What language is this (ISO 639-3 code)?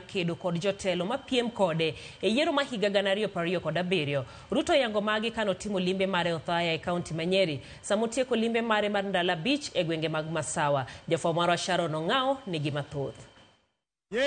luo